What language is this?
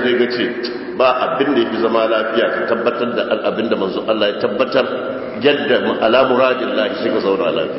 Hausa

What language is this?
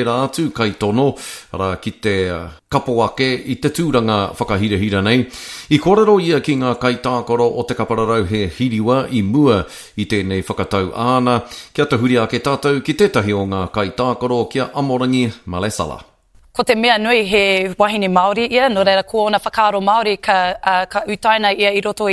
Māori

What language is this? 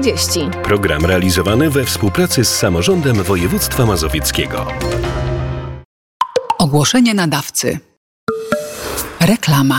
Polish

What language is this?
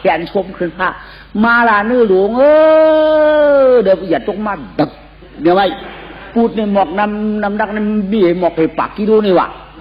Shan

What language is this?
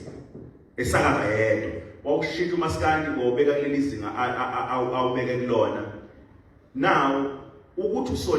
Zulu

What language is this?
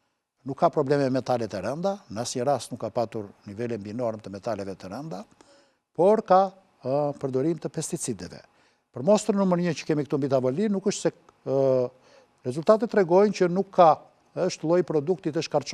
Albanian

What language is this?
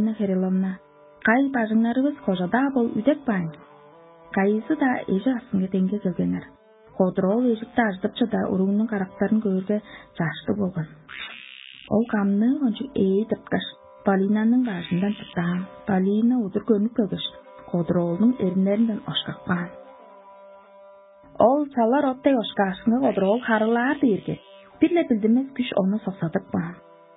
Tuvinian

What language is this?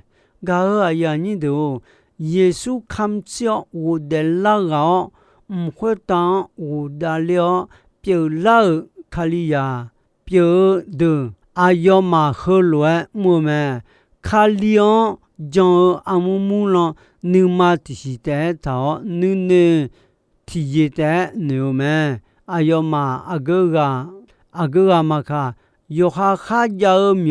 Akha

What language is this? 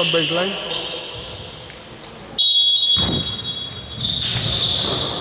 Greek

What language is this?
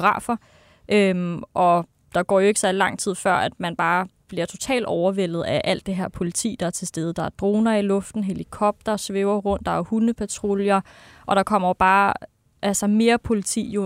Danish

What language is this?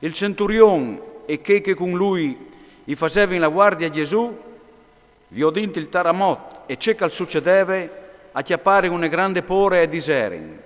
Friulian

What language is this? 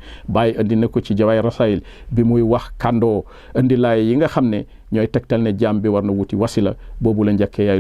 Wolof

